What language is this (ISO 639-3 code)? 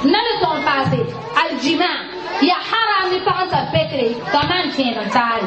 mos